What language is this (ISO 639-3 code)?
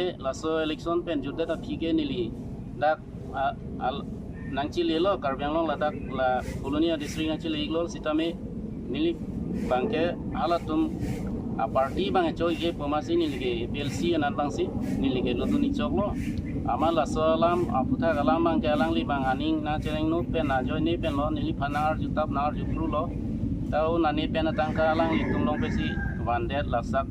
mjw